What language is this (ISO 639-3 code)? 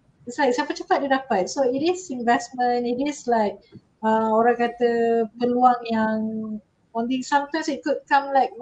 msa